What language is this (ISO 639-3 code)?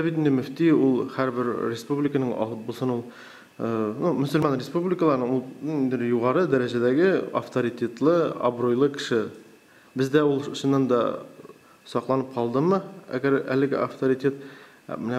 tat